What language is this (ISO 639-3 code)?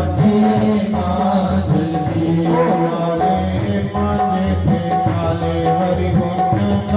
doi